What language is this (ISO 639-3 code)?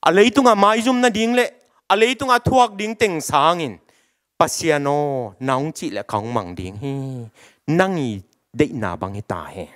ctd